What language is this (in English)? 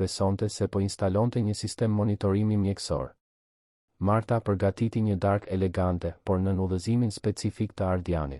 Albanian